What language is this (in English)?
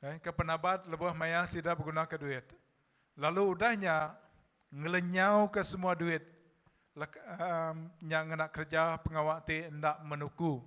Iban